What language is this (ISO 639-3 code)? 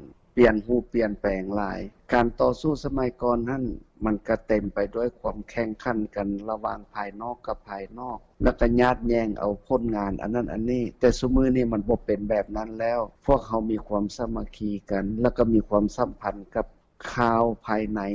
lao